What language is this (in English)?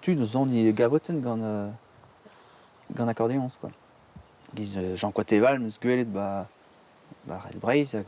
Breton